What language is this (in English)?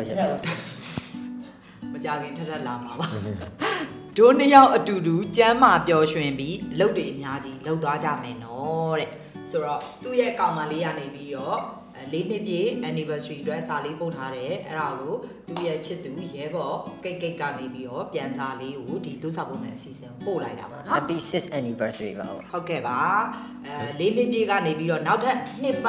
Burmese